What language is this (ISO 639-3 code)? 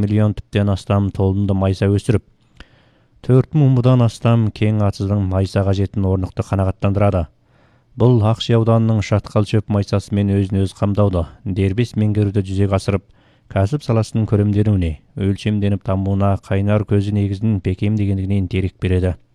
kaz